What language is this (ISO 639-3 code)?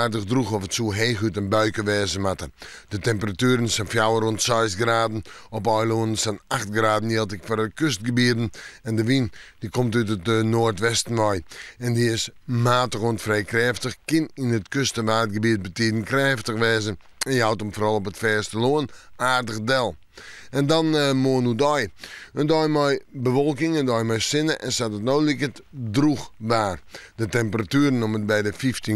fry